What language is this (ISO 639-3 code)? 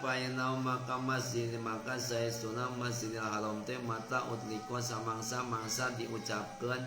sun